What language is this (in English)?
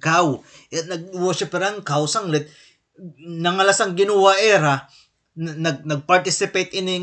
Waray